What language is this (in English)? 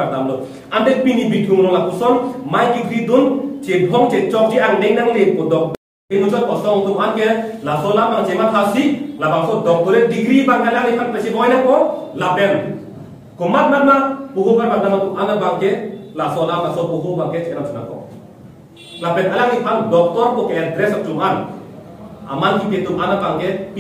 Karbi